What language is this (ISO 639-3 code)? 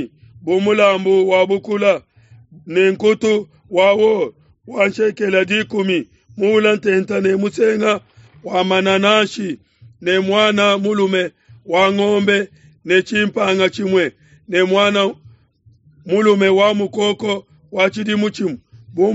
lua